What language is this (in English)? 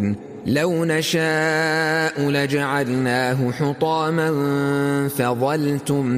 Arabic